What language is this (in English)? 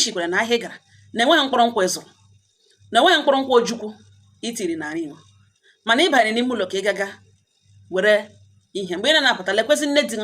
Igbo